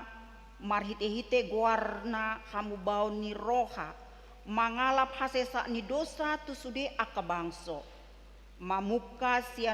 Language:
Batak Toba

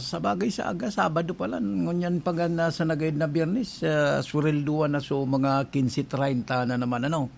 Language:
Bikol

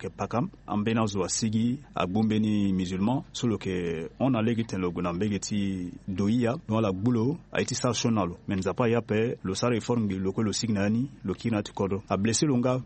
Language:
Sango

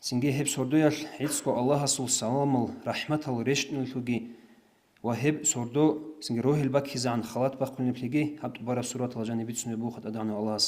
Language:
Avaric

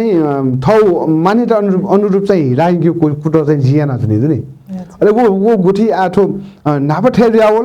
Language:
Newari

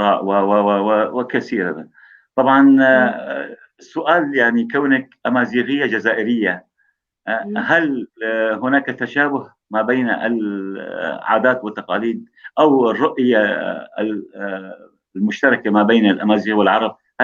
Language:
North Levantine Arabic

